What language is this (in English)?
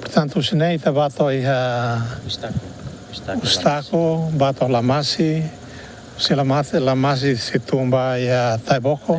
Tetum